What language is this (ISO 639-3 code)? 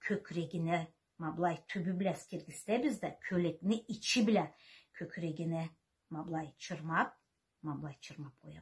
krc